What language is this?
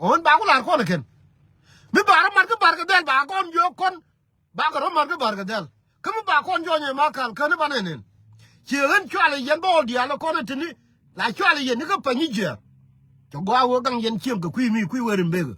Nuer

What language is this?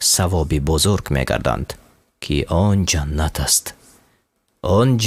Tajik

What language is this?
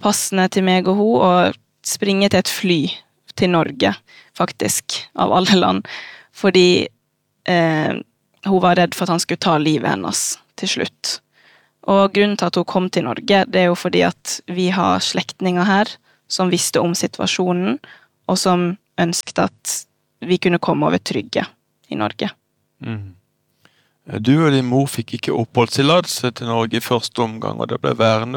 Norwegian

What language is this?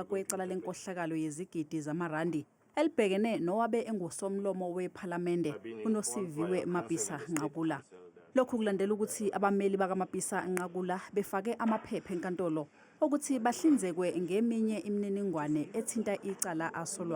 Zulu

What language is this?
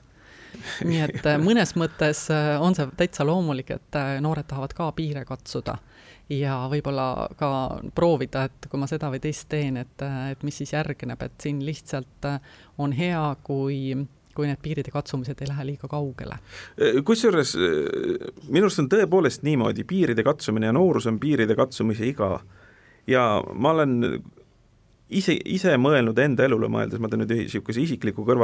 Estonian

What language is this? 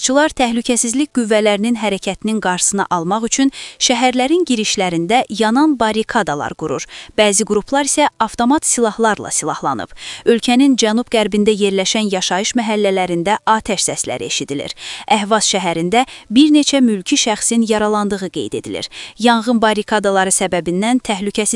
Azerbaijani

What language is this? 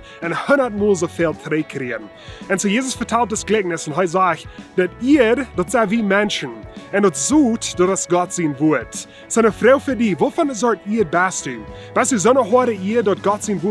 Plautdietsch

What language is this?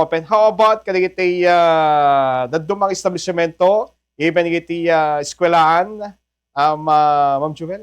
Iloko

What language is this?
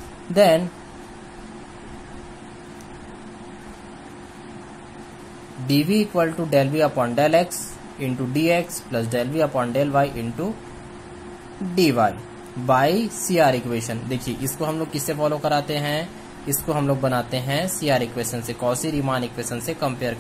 Hindi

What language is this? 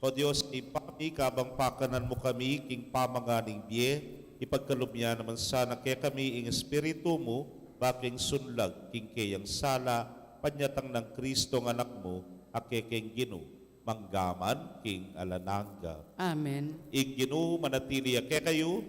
Pampanga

